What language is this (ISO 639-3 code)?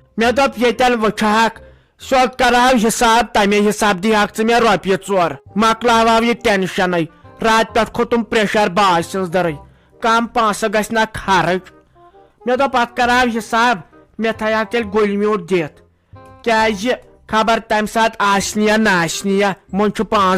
kas